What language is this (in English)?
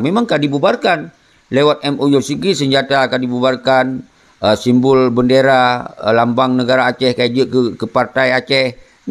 Achinese